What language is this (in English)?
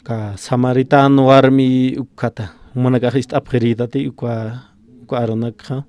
Aymara